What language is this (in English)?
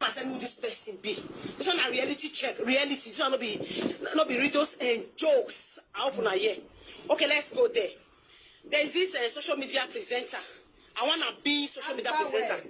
Nigerian Pidgin